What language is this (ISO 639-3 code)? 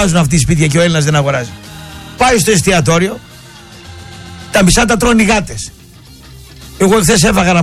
ell